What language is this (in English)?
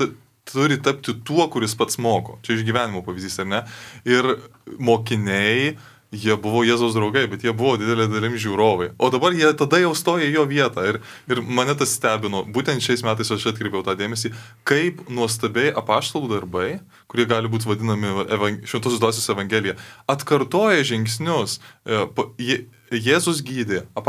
Lithuanian